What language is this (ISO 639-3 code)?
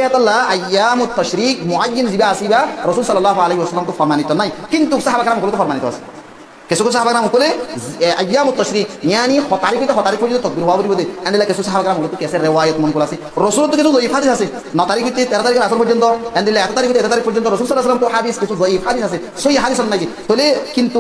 rhg